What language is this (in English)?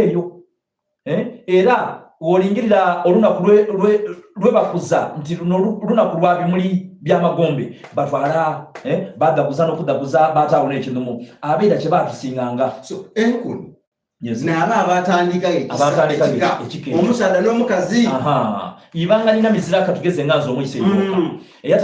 Soga